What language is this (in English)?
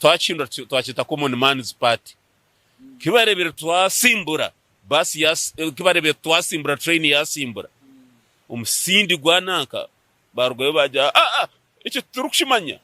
Nyankole